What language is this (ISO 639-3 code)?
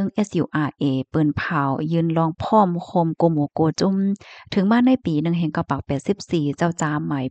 shn